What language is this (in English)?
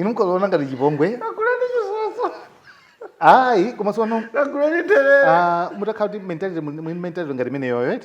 Nyanja